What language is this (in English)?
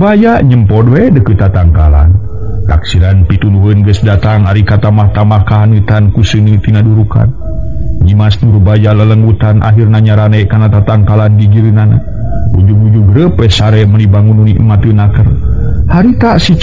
Sundanese